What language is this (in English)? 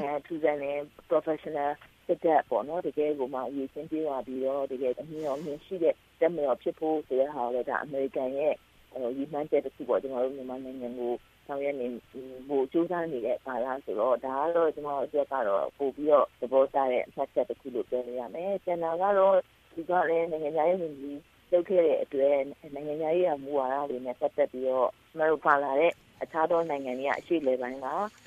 Burmese